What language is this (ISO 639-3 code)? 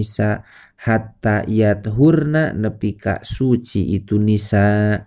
sun